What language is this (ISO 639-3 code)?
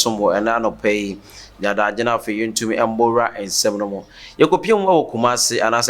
aka